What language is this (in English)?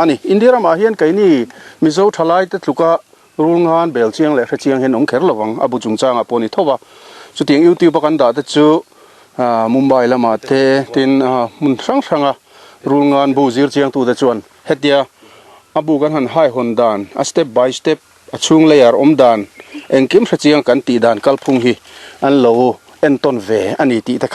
Mizo